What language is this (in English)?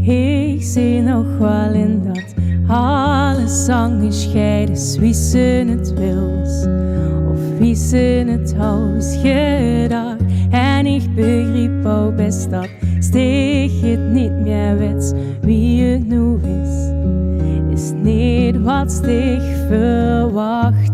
Limburgish